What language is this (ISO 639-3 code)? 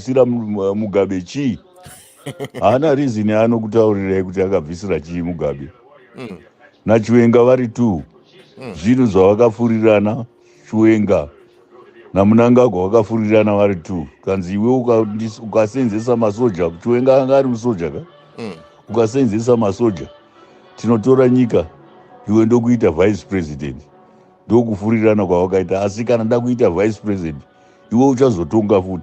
sna